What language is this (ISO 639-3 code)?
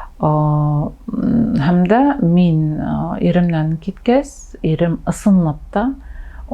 bak